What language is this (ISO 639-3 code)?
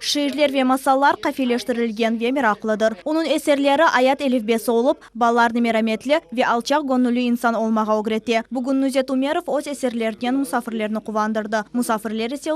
crh